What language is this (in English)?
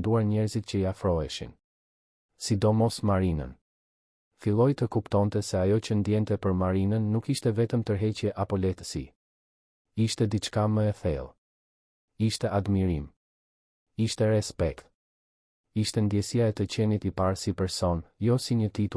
Albanian